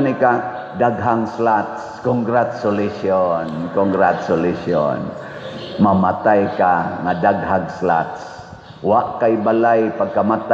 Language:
Cebuano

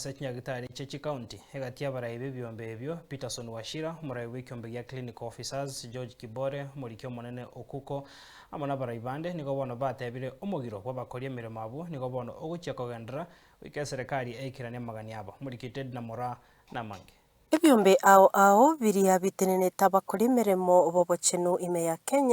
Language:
Gusii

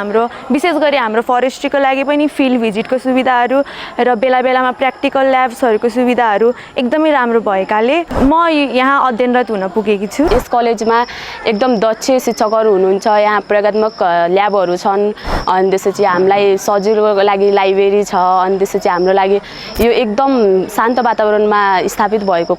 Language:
Nepali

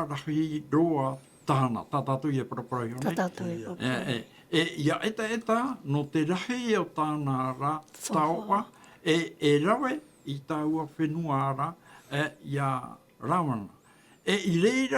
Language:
Tahitian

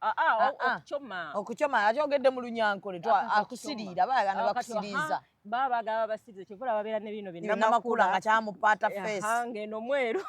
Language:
Ganda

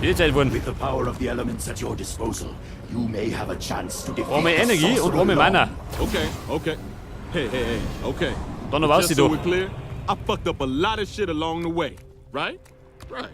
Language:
Bavarian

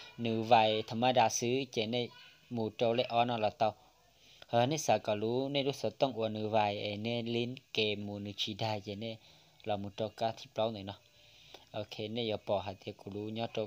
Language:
Hmong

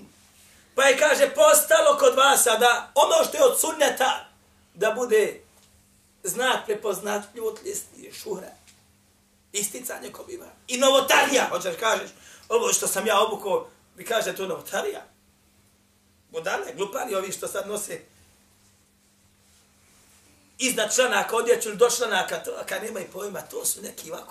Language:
Bosnian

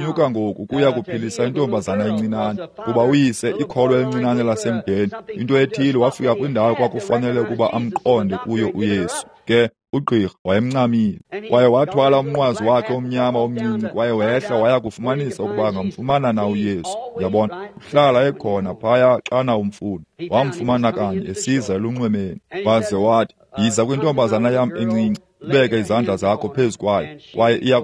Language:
Xhosa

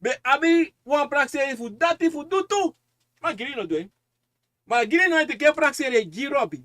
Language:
Sranan Tongo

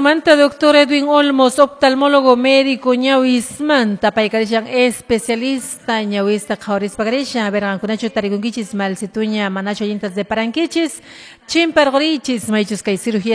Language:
Quechua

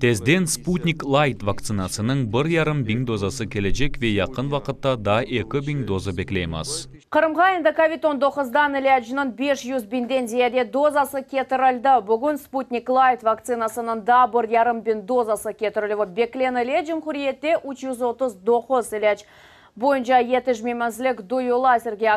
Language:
Crimean Tatar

